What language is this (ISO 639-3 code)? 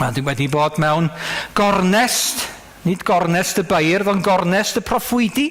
cym